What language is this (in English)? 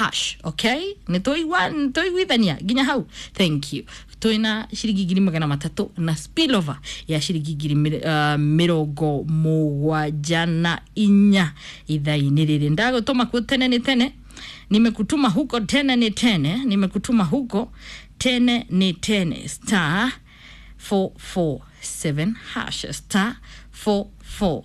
Kikuyu